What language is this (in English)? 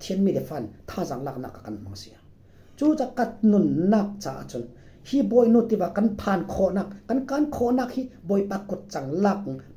Falam Chin